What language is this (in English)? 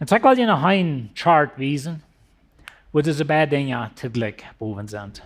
Plautdietsch